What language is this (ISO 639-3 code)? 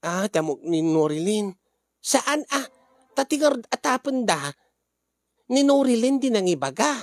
ilo